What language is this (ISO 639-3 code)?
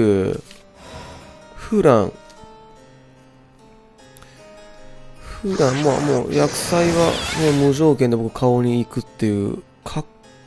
jpn